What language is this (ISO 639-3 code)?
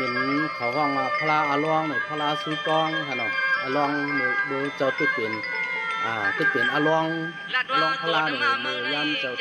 shn